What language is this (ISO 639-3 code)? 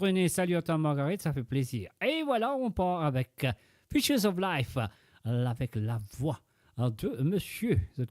mfe